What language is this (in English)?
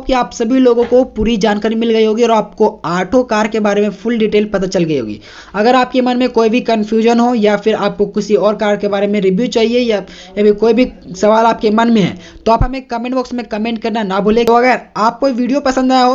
Hindi